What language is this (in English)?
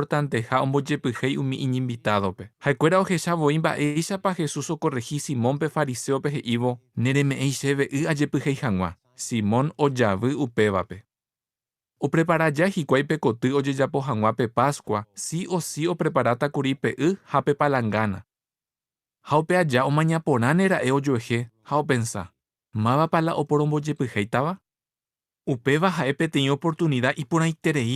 Guarani